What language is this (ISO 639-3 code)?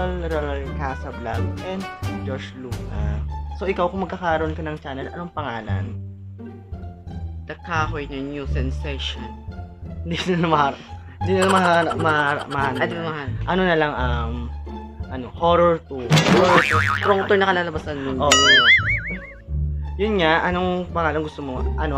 fil